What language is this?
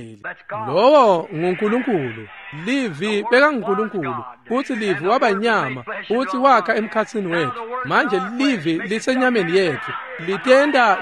Swati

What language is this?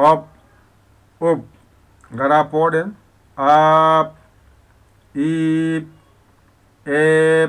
Fula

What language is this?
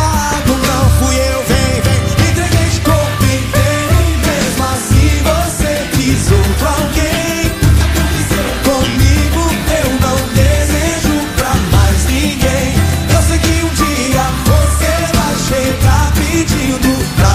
Portuguese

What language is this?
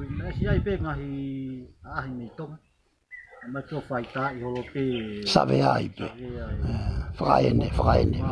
Tongan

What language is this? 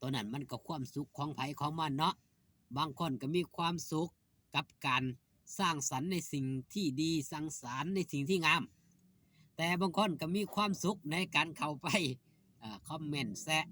Northeastern Thai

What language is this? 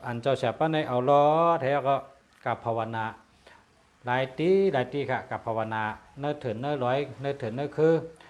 Shan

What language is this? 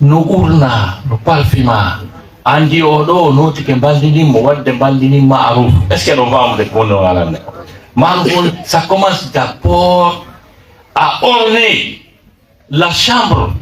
Fula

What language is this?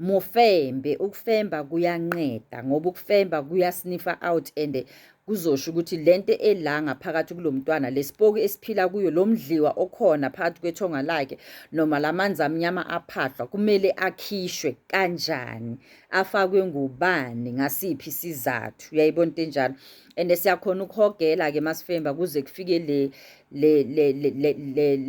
Zulu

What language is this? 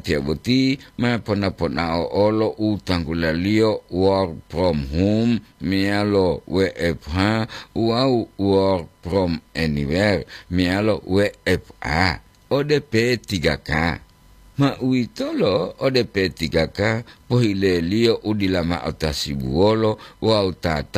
Gorontalo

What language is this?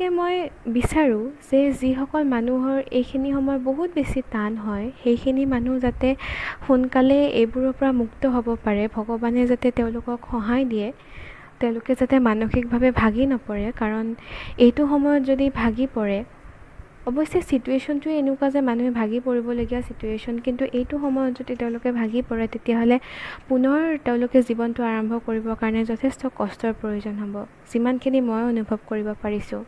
Assamese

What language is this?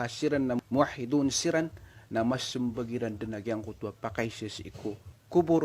Maranao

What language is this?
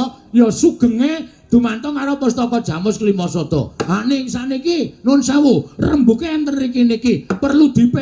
Javanese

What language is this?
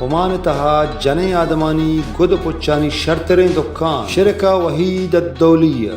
Baluchi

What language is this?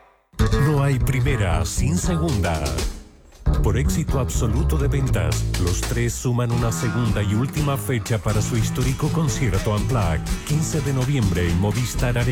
Spanish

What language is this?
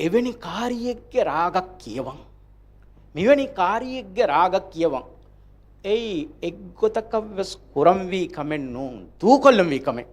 Divehi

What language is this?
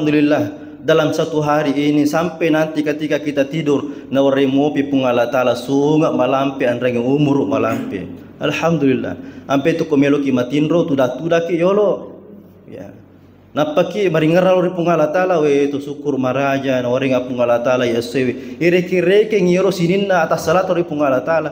Buginese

